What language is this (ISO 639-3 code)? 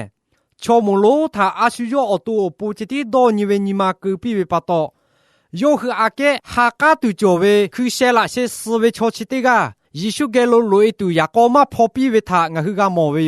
lhu